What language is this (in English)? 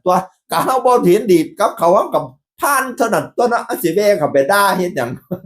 Northeastern Thai